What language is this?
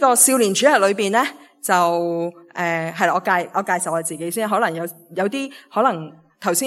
Cantonese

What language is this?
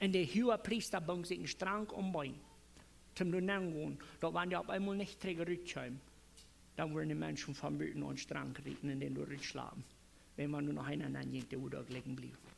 Plautdietsch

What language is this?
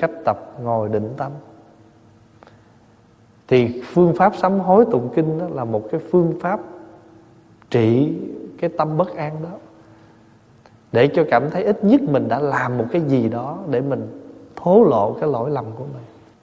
Vietnamese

